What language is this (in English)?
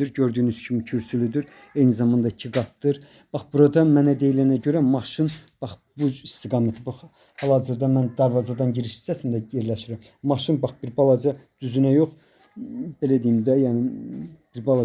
Azerbaijani